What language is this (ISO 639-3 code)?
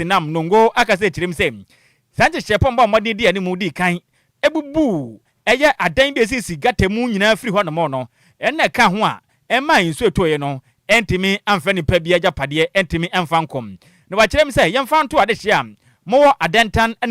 aka